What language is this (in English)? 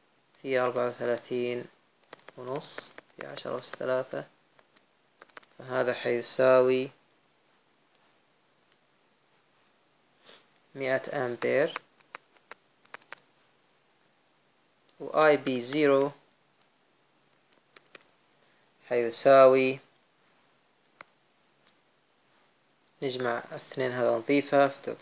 Arabic